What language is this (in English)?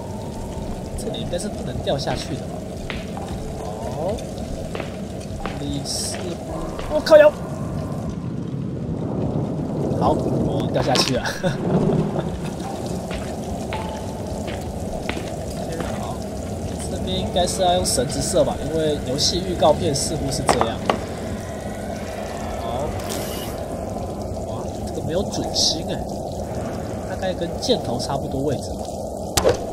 Chinese